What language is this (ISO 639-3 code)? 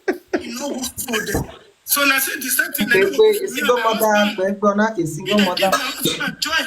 pcm